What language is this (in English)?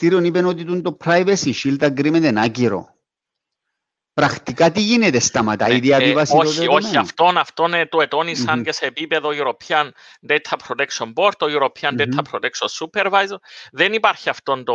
Greek